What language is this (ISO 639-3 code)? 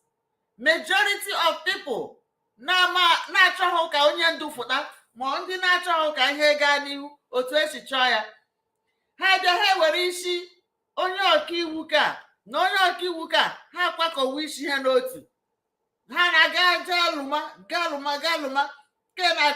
ibo